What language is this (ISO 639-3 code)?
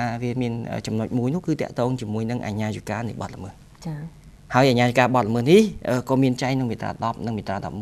khm